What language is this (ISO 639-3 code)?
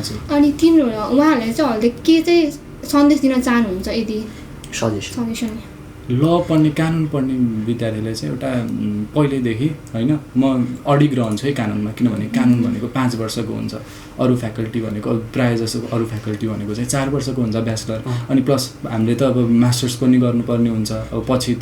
nep